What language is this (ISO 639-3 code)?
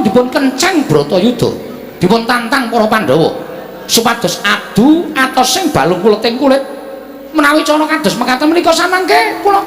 jav